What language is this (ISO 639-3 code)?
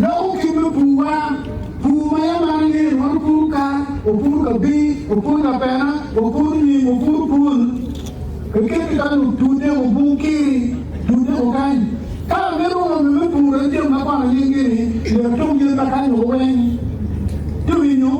ach